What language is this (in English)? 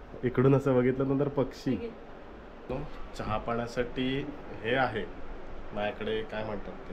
Marathi